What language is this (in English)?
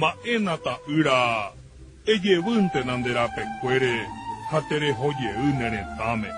Guarani